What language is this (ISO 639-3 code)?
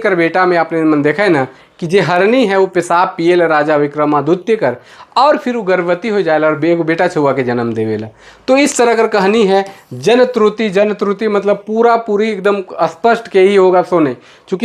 sck